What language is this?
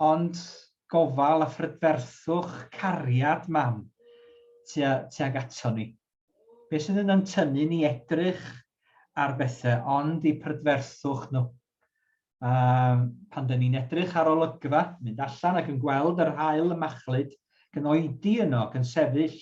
Welsh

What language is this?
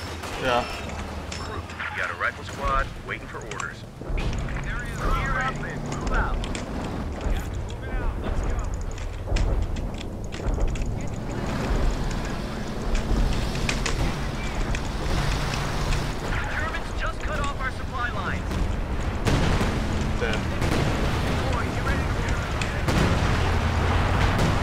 English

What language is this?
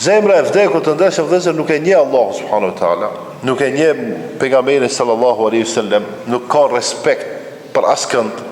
Albanian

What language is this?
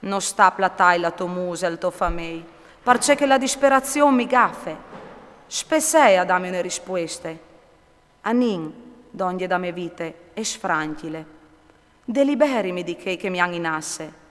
Friulian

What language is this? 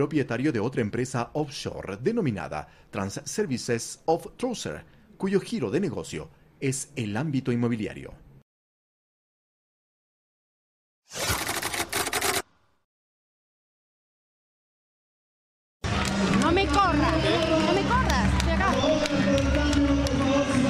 Spanish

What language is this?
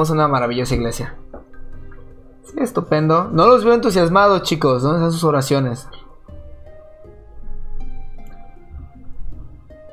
Spanish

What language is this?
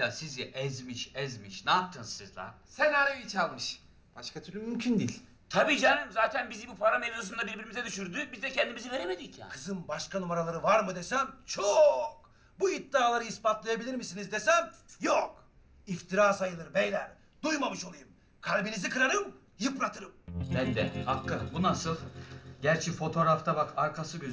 Turkish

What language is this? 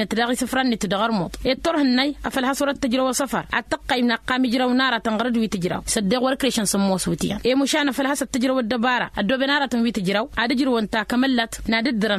Tamasheq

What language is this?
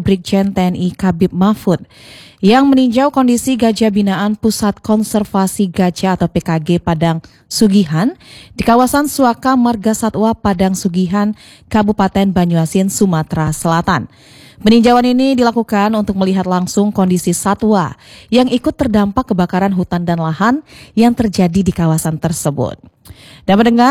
Indonesian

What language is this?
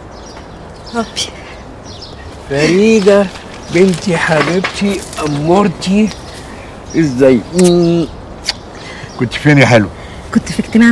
Egyptian Arabic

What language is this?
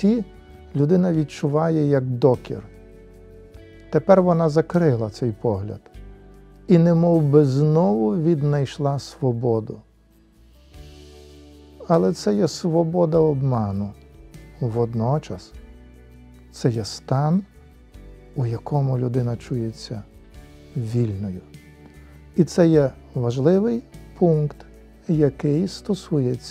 Ukrainian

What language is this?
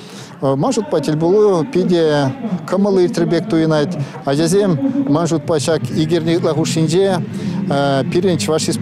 Chuvash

